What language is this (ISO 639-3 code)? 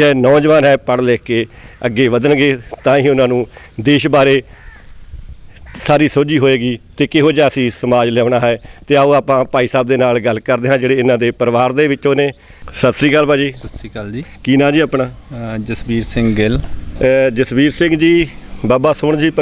pan